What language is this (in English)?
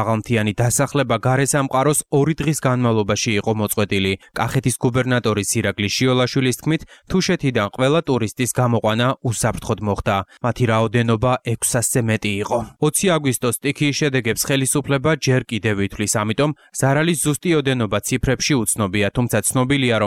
Georgian